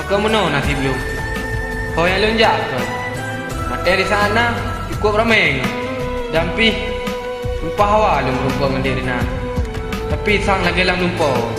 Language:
Achinese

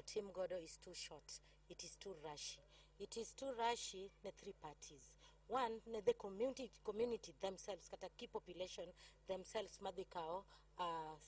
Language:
Luo (Kenya and Tanzania)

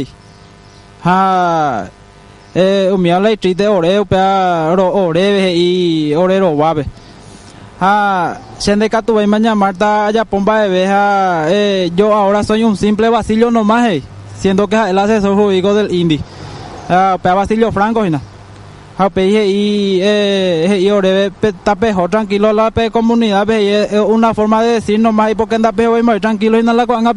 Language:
Guarani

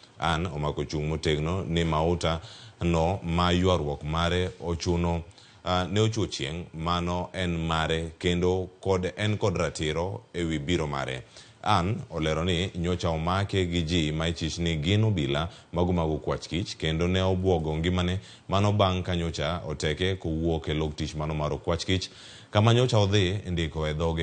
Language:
Luo (Kenya and Tanzania)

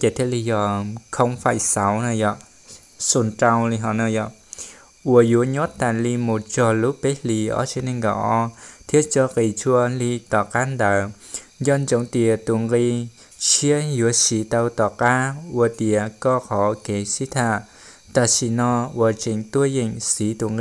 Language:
Hmong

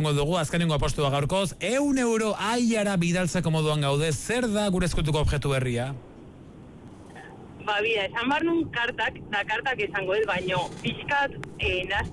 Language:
Basque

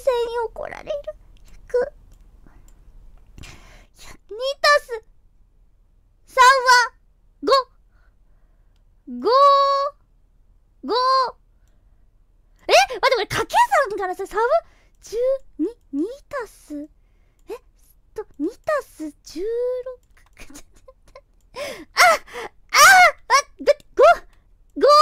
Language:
Japanese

